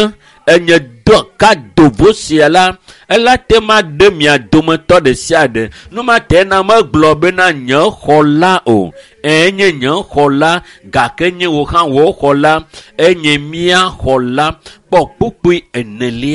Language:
Ewe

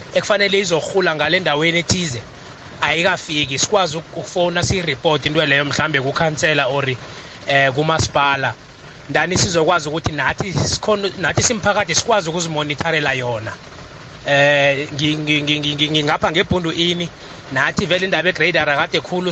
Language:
South Ndebele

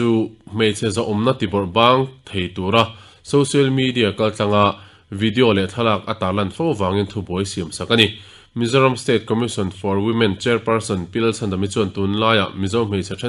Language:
Mizo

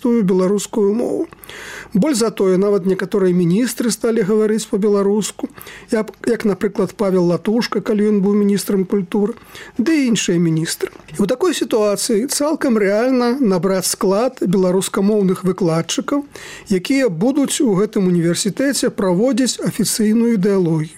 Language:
Belarusian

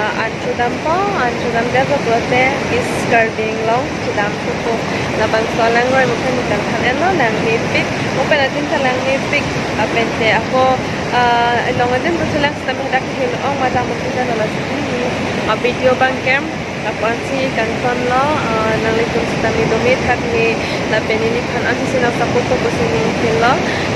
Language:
Karbi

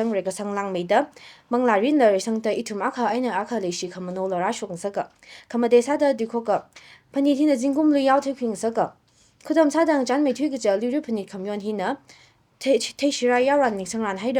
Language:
Tangkhul Naga (India)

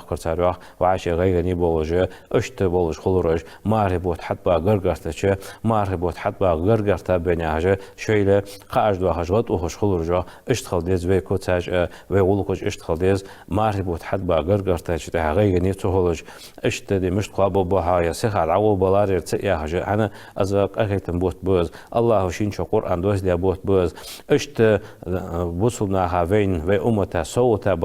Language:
Ingush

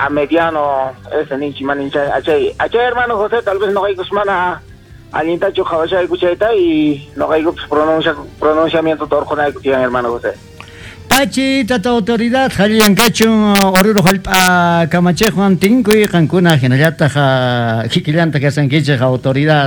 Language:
Quechua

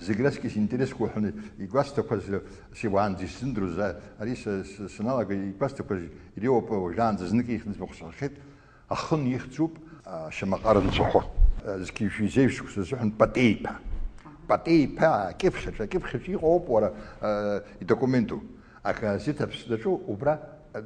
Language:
Abkhazian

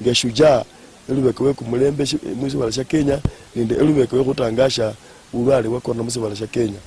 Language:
Luyia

